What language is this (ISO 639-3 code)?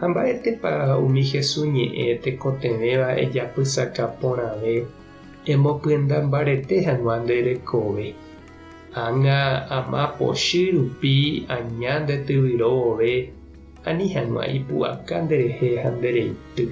grn